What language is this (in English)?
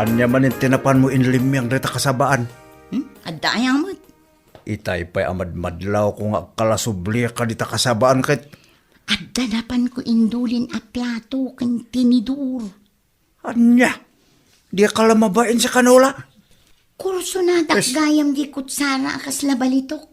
Iloko